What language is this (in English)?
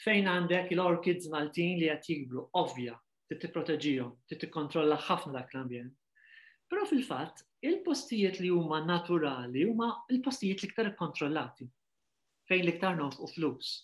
Maltese